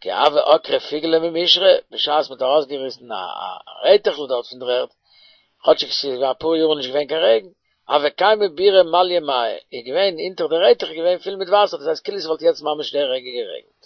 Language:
Yiddish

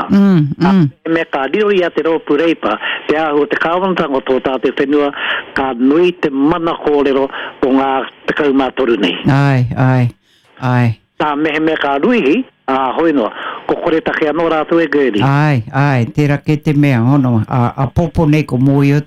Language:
Māori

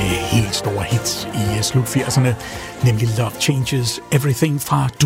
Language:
Danish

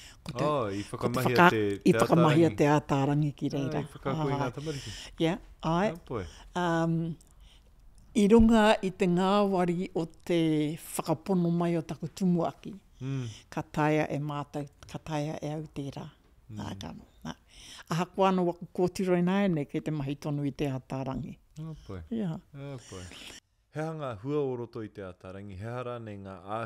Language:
Māori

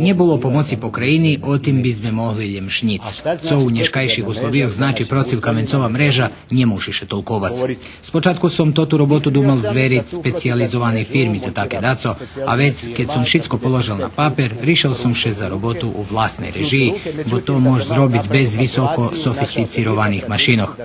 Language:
Rusyn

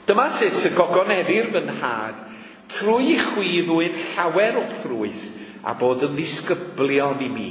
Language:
Welsh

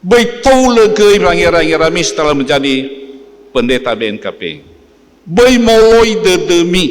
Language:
Nias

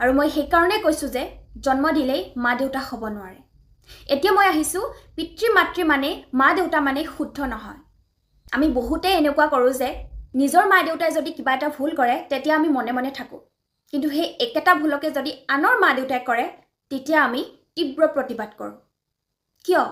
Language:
Assamese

